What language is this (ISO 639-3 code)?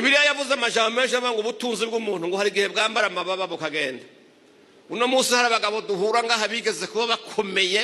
run